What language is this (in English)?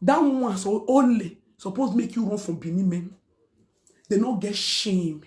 Nigerian Pidgin